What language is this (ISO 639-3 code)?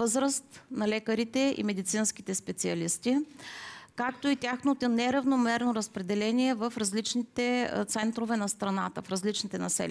bul